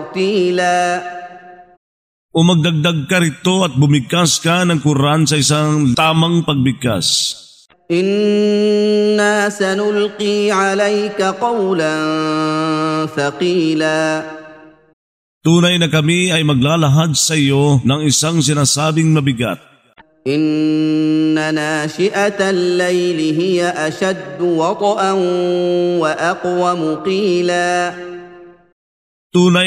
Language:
Filipino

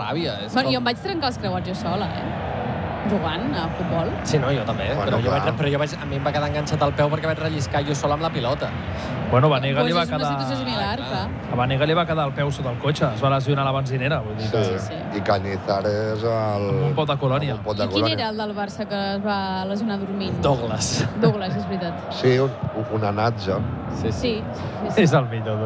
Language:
Catalan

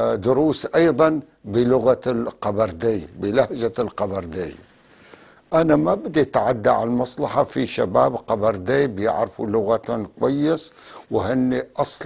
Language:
North Levantine Arabic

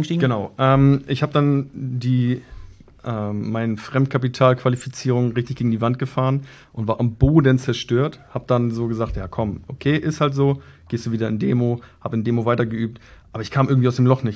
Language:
German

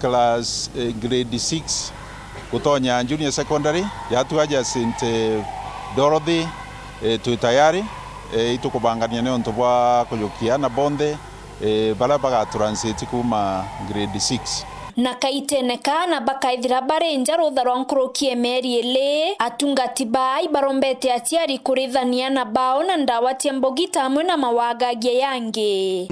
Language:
Meru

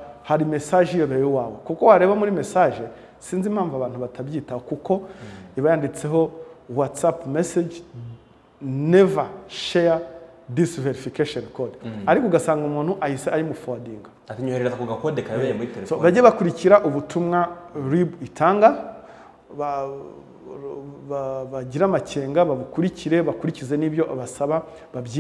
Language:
Kinyarwanda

